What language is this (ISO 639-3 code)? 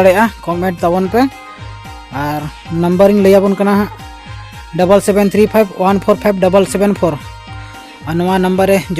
sat